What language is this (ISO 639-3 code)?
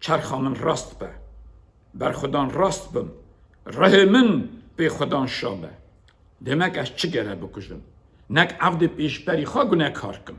kur